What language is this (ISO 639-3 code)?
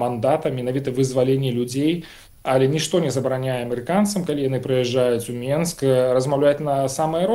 bel